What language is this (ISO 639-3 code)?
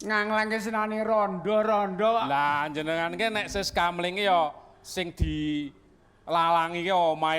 jav